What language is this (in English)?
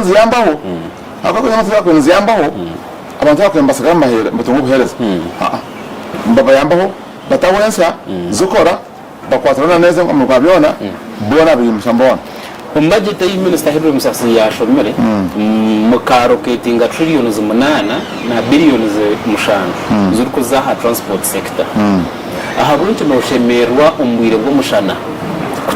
Nyankole